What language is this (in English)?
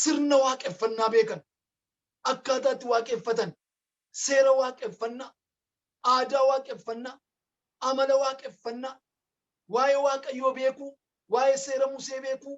Oromo